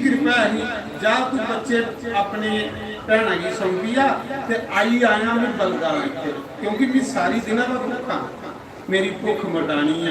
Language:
Dogri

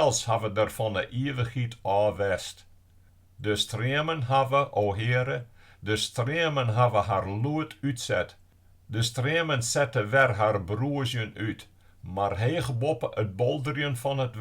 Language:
Western Frisian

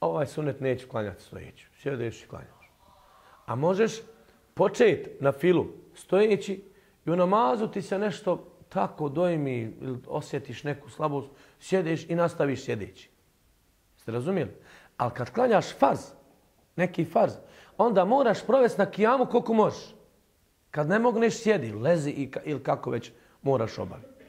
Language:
Bosnian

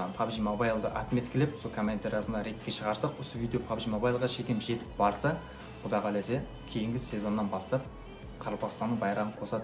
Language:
Kara-Kalpak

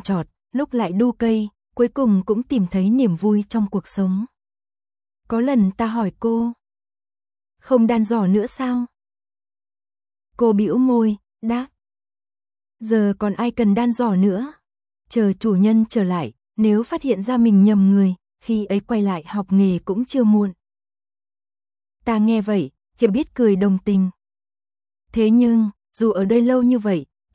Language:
Vietnamese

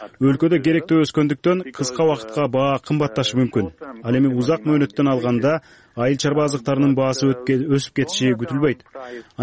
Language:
Kyrgyz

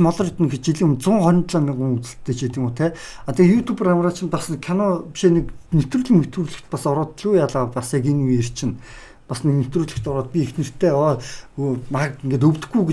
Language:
Mongolian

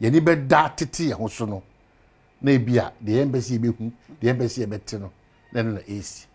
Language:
Akan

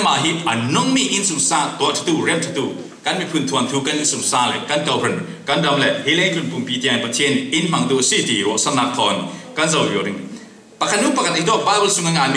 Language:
Falam Chin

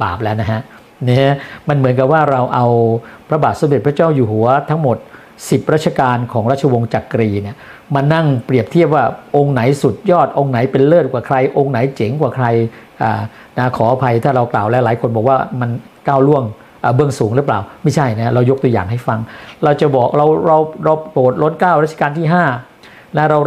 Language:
Thai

